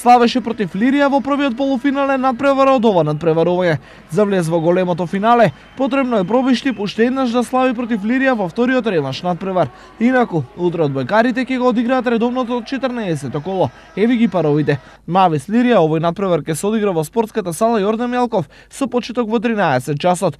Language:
Macedonian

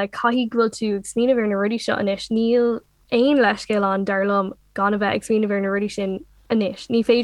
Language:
Irish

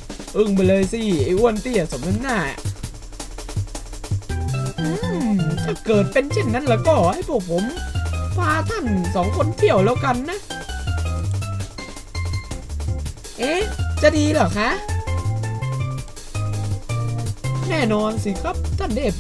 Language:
Thai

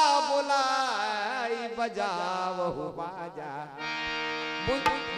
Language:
Chhattisgarhi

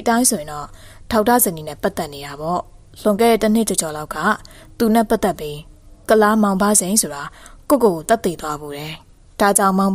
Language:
Burmese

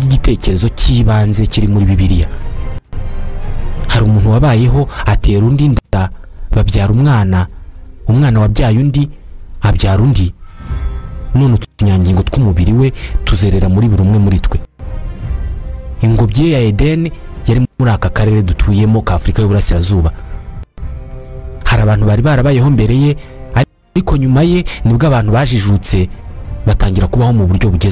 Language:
Kinyarwanda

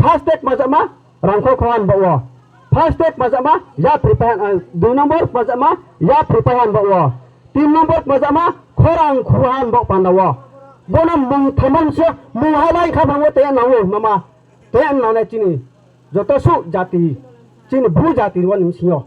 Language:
Riang (India)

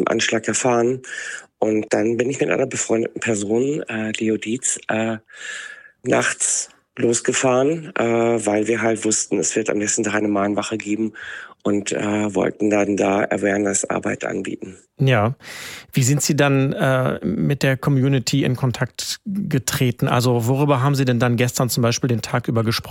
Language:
German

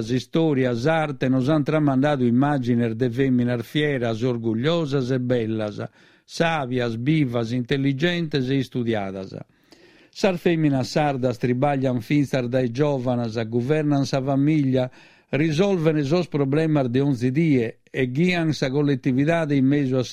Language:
Sardinian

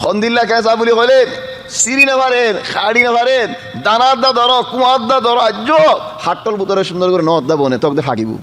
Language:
Rohingya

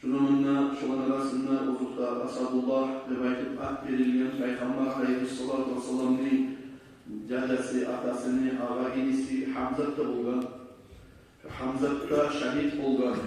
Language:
Kumyk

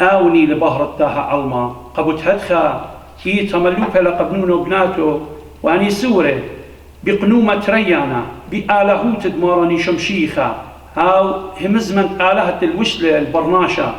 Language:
Assyrian Neo-Aramaic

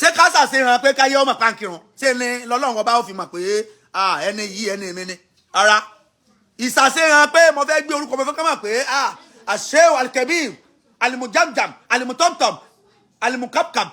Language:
Yoruba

